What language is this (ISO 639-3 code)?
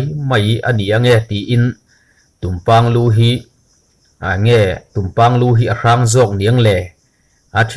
lus